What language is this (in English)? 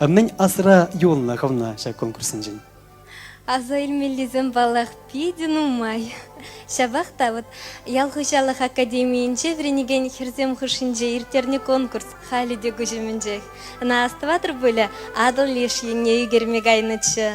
Chuvash